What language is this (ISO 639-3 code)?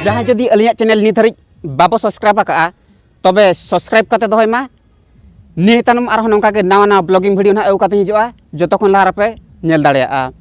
sat